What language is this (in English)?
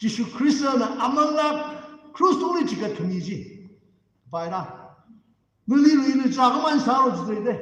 Tangkhul Naga (India)